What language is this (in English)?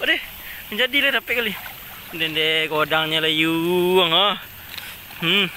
Minangkabau